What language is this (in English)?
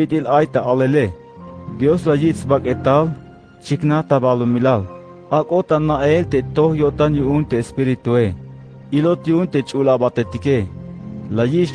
Tzeltal